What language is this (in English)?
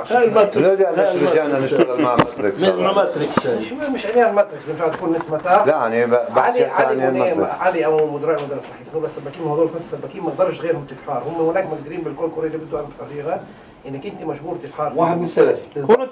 North Levantine Arabic